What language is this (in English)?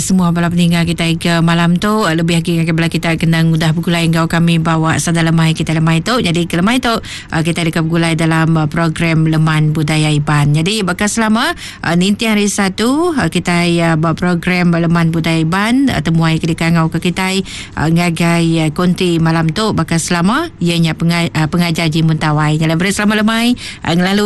Iban